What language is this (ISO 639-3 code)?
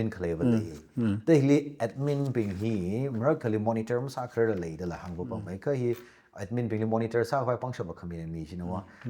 nmf